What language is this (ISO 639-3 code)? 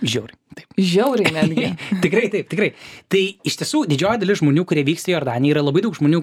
lit